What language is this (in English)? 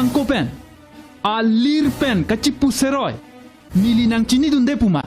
Karbi